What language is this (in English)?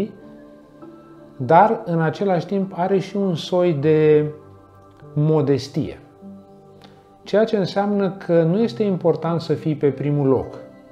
Romanian